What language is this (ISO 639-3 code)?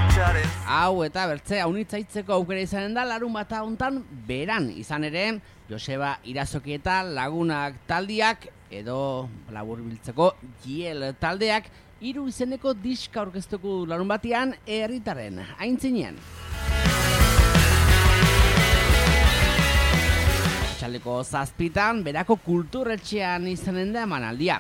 eus